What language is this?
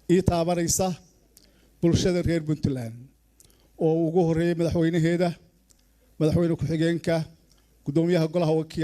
Somali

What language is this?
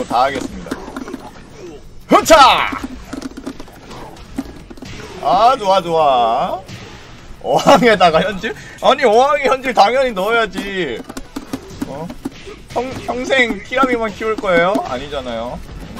Korean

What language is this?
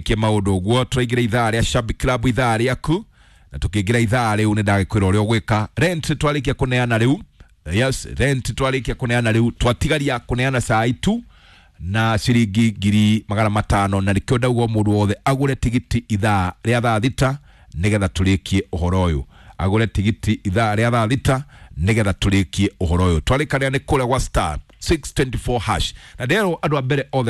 Kikuyu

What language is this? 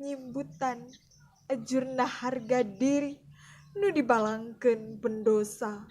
Sundanese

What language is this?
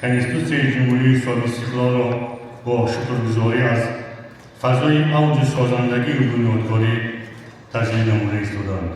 Tajik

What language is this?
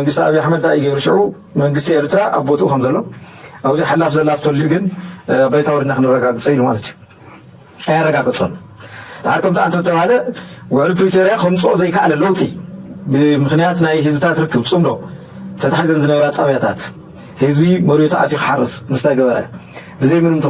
Tigrinya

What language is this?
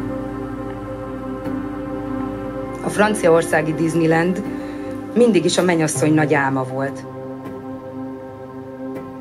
Hungarian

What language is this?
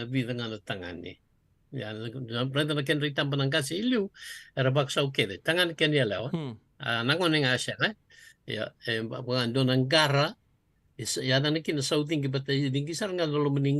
Fijian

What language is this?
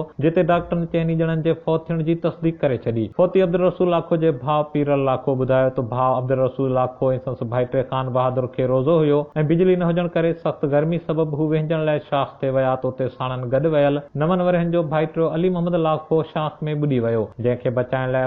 Sindhi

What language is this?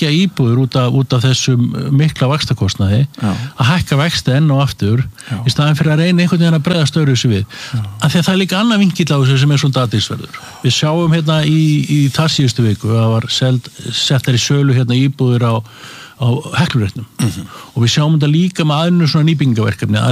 Icelandic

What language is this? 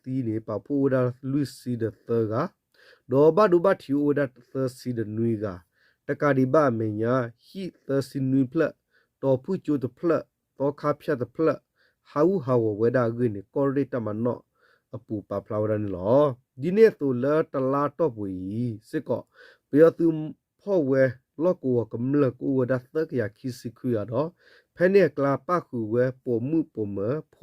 S'gaw Karen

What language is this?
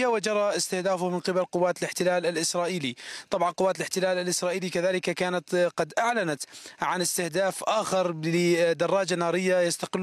Arabic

